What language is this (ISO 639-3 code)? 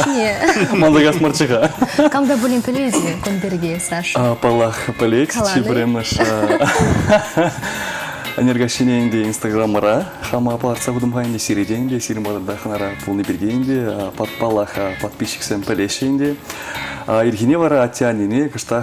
chv